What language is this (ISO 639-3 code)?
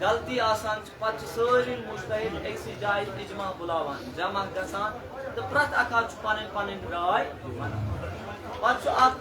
kas